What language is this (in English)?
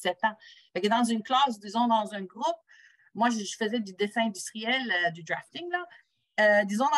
French